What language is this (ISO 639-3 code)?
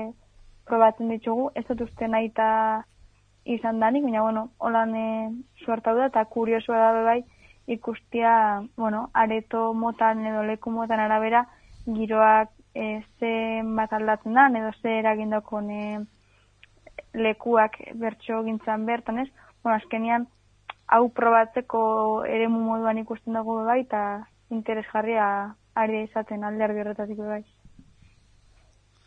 eus